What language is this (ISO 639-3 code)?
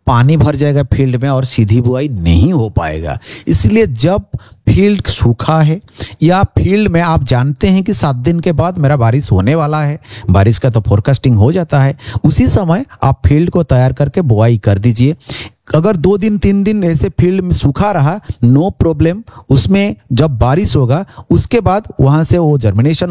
hin